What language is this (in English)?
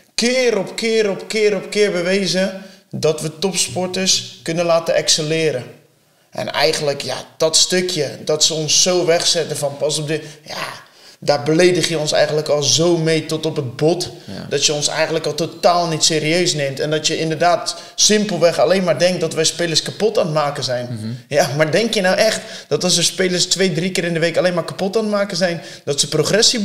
Dutch